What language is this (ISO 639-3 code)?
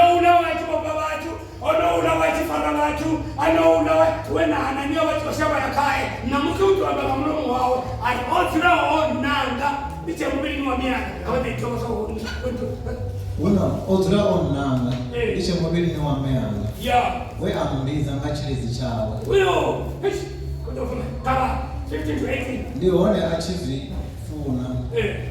ven